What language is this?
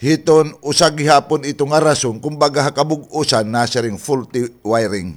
Waray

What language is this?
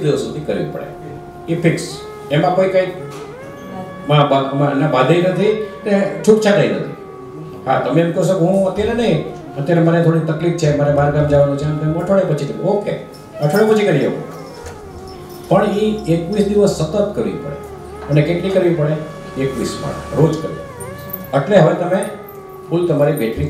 Gujarati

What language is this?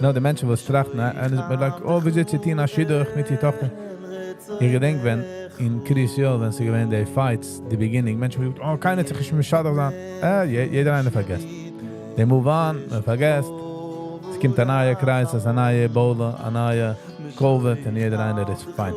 Yiddish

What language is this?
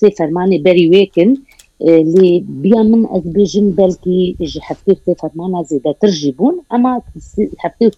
Kurdish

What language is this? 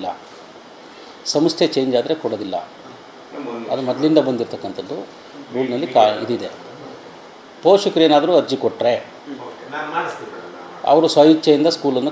Kannada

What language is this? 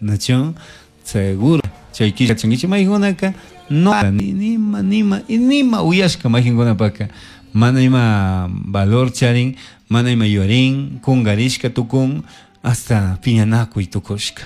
Chimborazo Highland Quichua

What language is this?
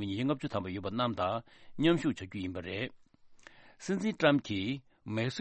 Tibetan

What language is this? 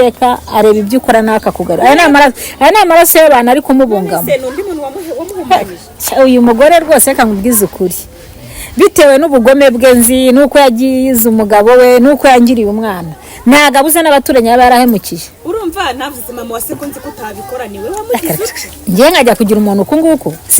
Kinyarwanda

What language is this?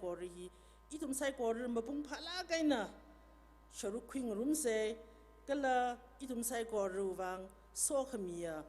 Tangkhul Naga (India)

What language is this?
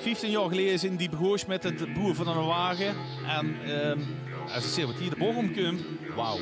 Limburgish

